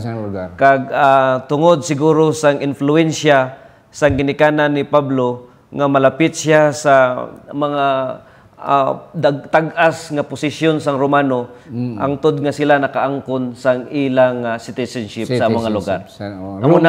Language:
Hiligaynon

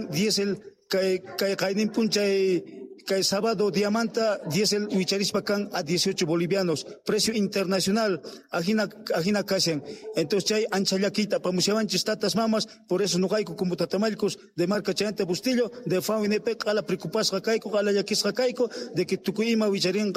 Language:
South Bolivian Quechua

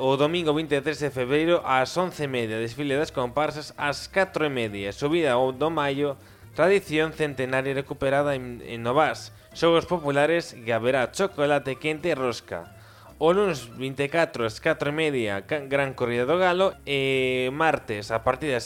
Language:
Galician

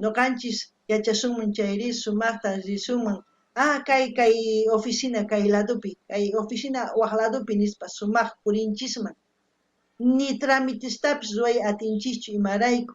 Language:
South Bolivian Quechua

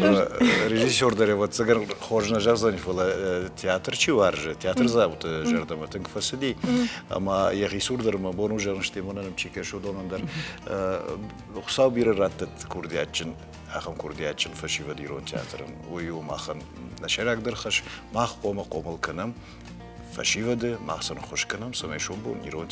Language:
Ossetic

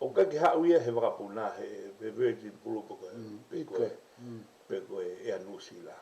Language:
Tongan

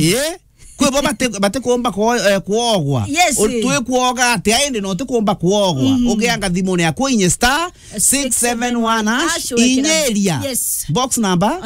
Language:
Meru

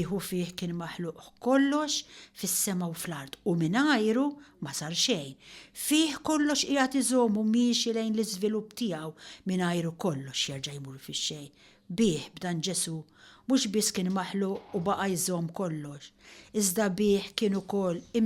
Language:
Maltese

